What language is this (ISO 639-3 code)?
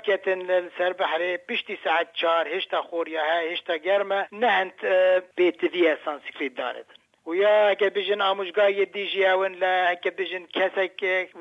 kur